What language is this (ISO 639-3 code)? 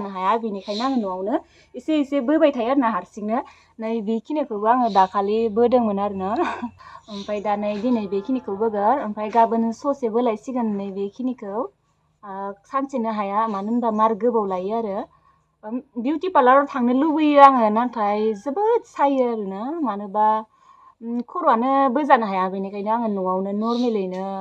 brx